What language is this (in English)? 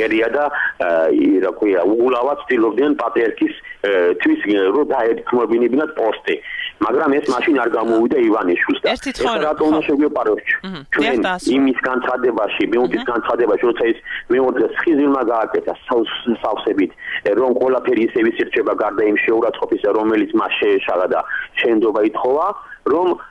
Georgian